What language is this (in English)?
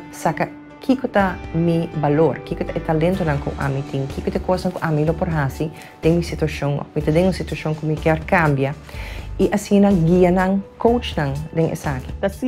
Papiamento